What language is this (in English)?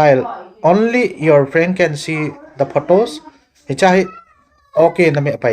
Thado Chin